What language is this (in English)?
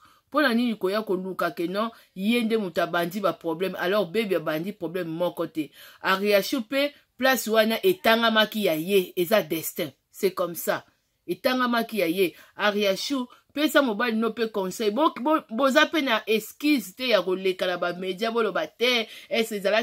Lingala